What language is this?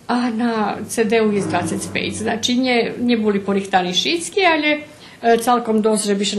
Rusyn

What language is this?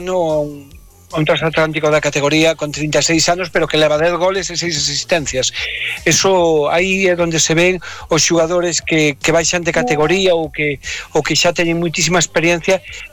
Galician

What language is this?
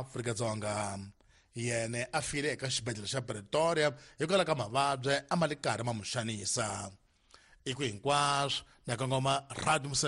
Tsonga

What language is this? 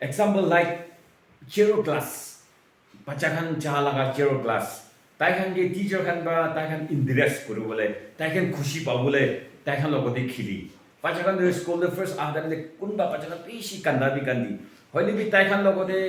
Naga Pidgin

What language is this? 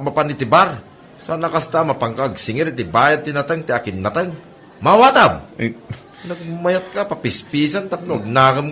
Iloko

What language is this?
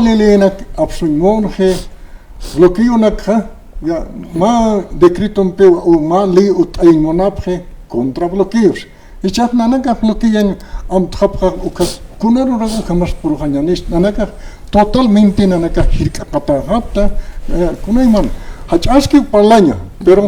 Aymara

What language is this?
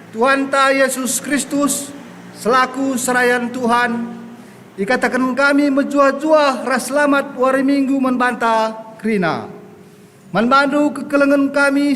Batak Karo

